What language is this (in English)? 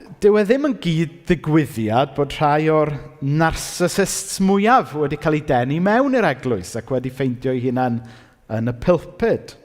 Welsh